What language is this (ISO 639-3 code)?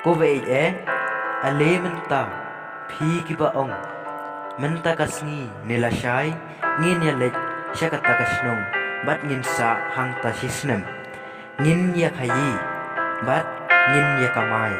kha